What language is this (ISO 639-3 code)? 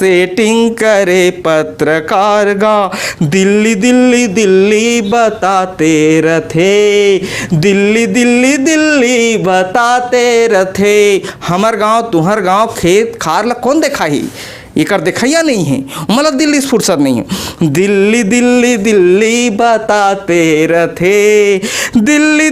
hne